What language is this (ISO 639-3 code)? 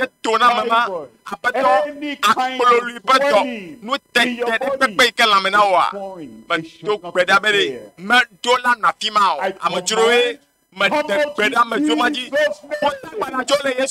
ewe